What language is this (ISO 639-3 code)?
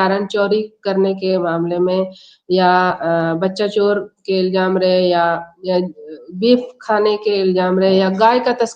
sat